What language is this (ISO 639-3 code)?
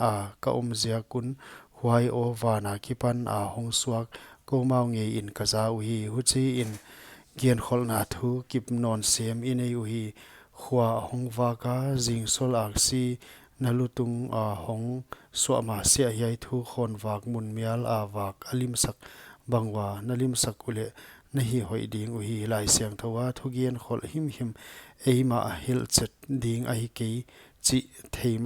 pck